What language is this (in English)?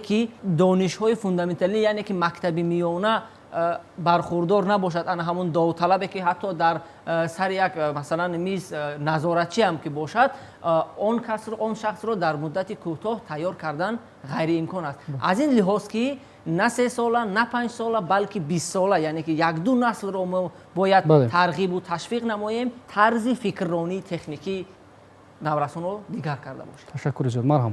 Tajik